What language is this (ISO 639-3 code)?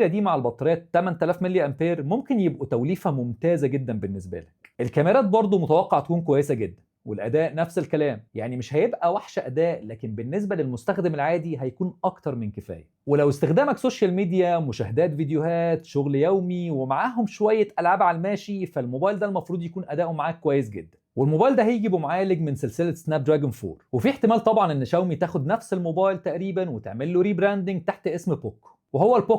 arz